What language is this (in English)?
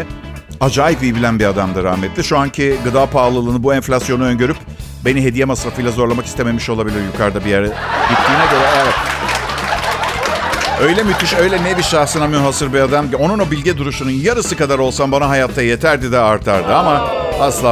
Turkish